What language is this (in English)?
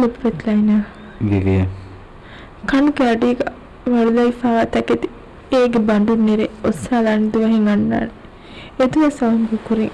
Divehi